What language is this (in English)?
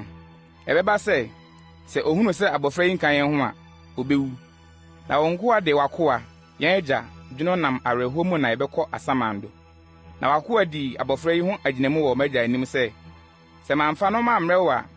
Akan